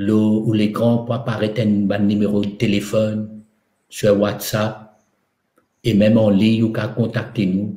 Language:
Morisyen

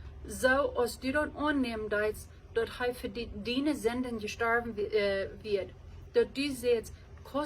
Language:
Plautdietsch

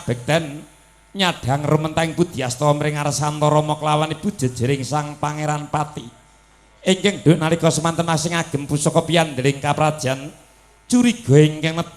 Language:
Javanese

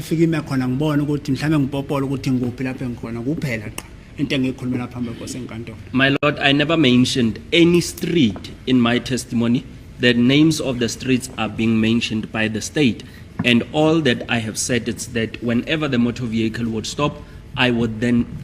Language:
Zulu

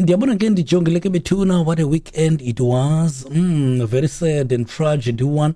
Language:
Xhosa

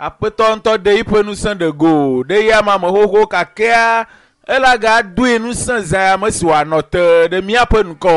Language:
Ewe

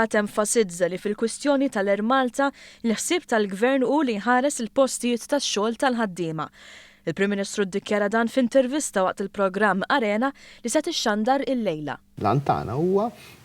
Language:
Maltese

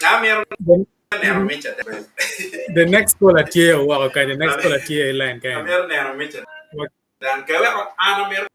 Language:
Acoli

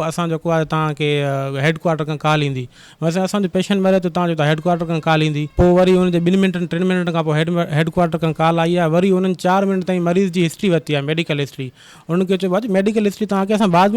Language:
Sindhi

